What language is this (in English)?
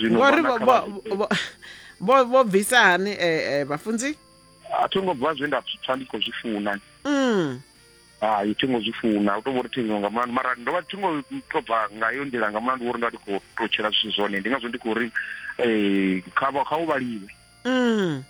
Venda